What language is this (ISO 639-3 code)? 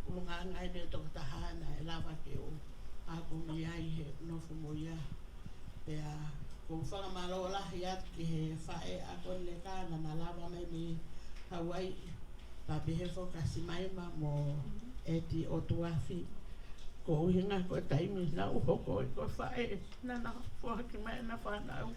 ton